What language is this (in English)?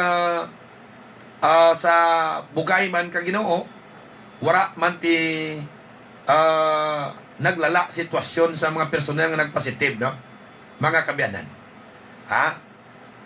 Hiligaynon